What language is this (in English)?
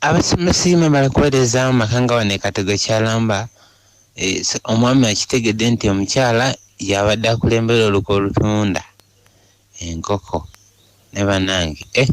Ganda